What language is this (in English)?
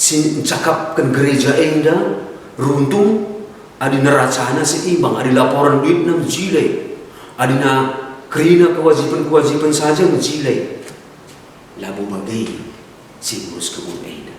Batak Karo